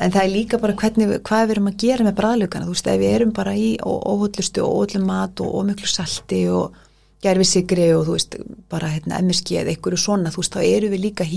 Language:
Icelandic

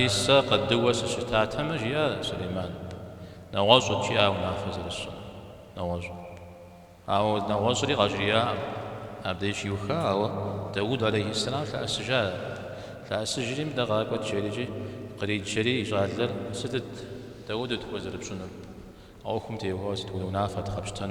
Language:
Kabardian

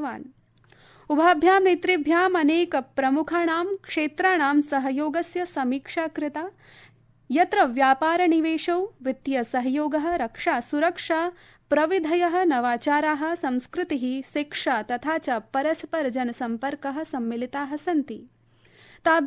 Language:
Sanskrit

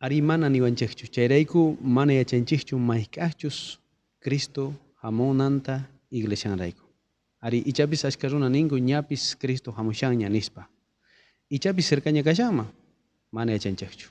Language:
South Bolivian Quechua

